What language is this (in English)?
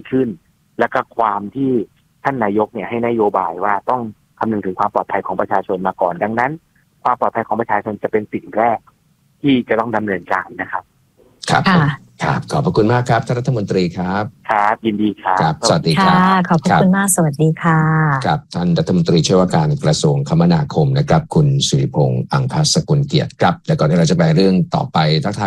Thai